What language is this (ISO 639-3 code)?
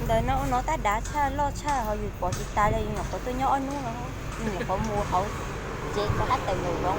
hmn